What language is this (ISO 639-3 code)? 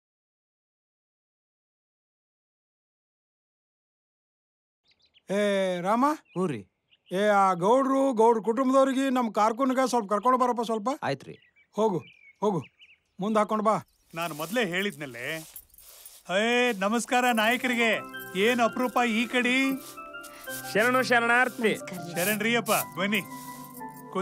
kan